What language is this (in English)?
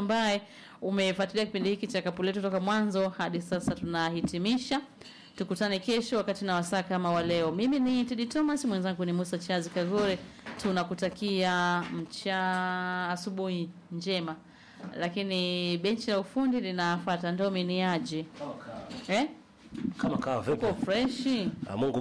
Swahili